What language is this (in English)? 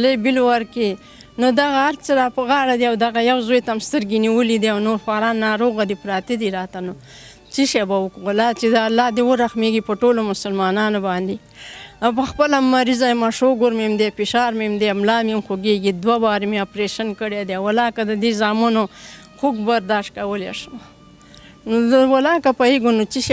Pashto